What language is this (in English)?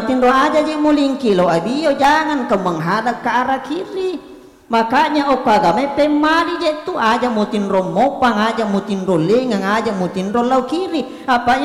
Buginese